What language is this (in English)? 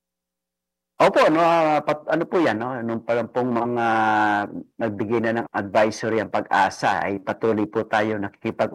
Filipino